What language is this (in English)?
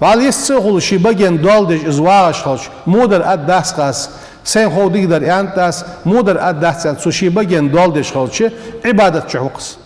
Ingush